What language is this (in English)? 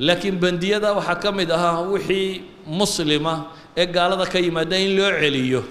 Somali